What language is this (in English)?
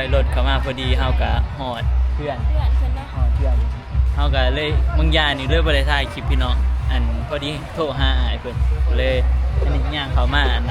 Northeastern Thai